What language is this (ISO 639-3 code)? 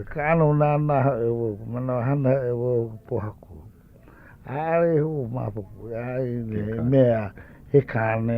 haw